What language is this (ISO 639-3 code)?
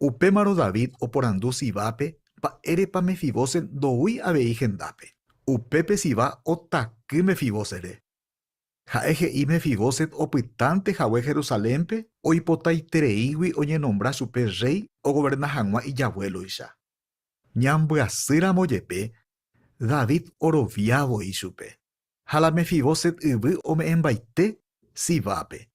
grn